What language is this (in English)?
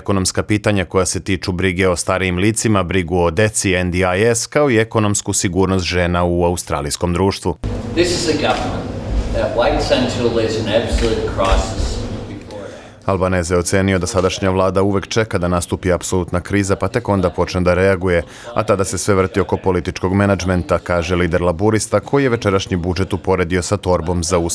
Serbian